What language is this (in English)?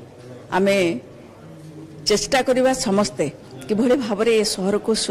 Odia